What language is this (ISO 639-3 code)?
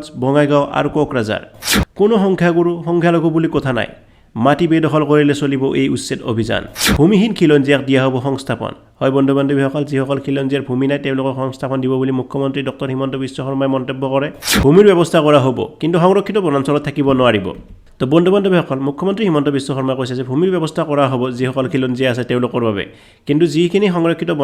asm